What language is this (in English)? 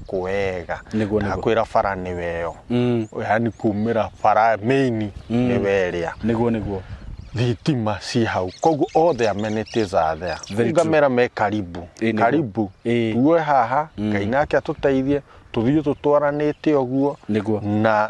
Kikuyu